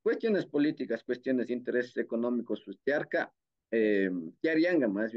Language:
Imbabura Highland Quichua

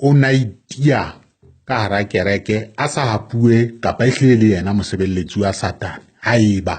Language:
Southern Sotho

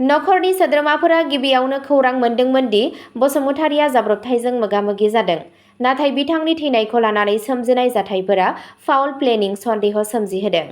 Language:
Bodo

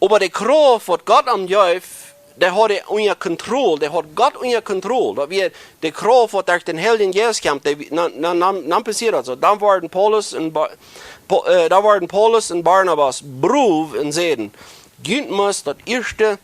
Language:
Plautdietsch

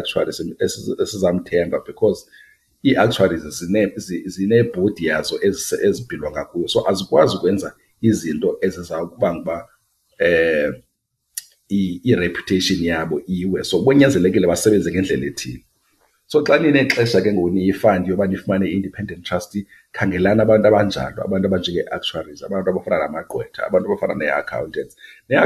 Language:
Xhosa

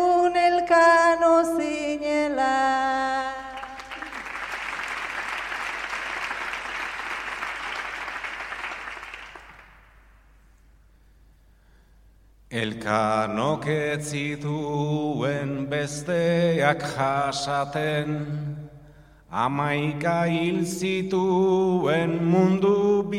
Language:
Basque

